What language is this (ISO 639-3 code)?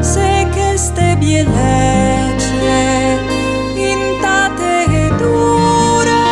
fur